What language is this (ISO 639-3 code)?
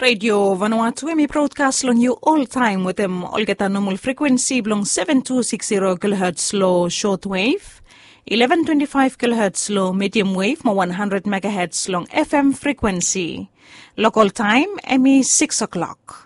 bis